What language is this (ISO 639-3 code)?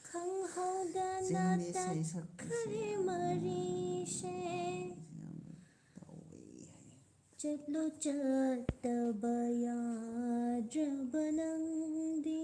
mni